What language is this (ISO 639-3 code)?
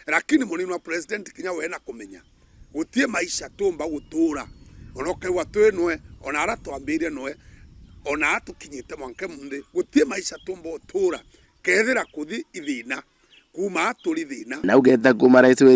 mer